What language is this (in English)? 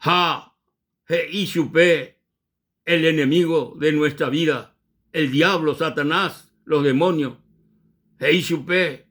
Guarani